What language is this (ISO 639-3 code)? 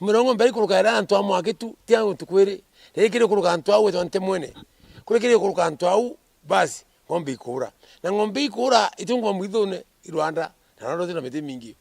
mer